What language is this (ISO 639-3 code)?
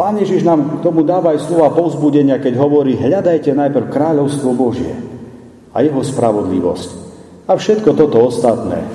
slk